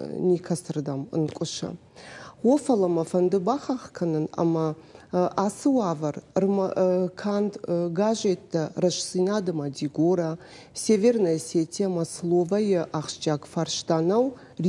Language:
Ossetic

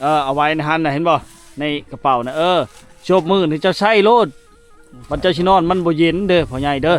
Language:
Lao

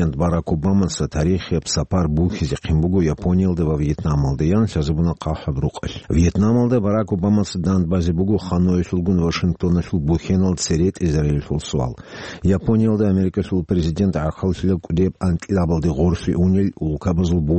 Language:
Avaric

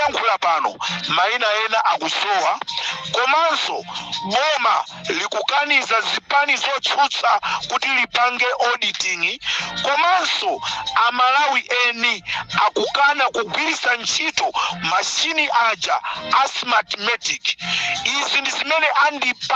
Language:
Nyanja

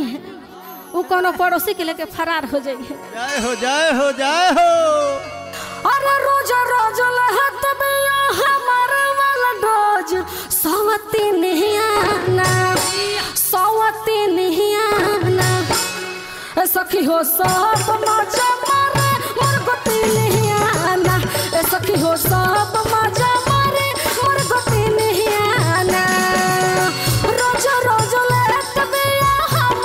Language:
Bhojpuri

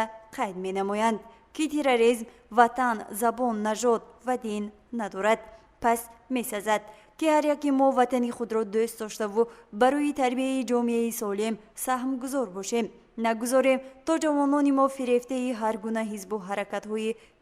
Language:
Tajik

